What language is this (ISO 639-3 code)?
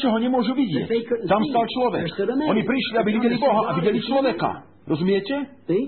slk